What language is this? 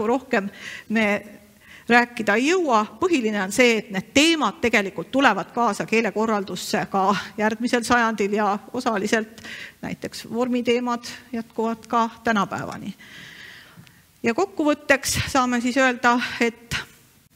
Estonian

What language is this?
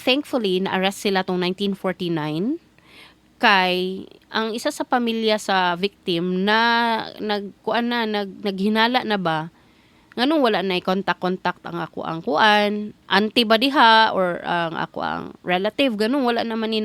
Cebuano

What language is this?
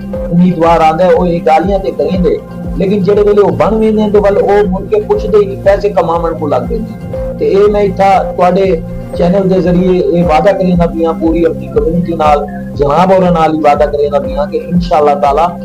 Saraiki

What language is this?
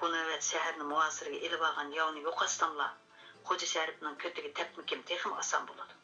Uyghur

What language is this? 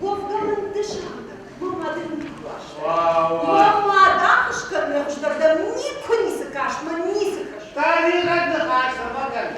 Ossetic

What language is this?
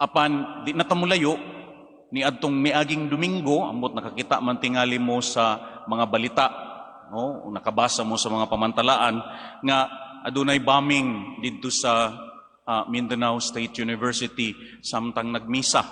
Cebuano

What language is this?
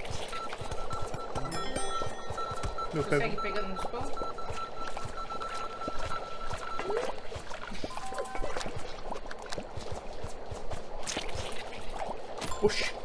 Portuguese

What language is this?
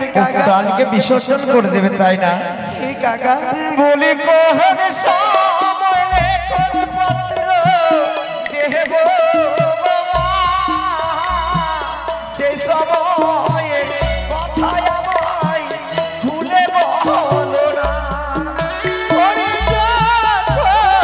Bangla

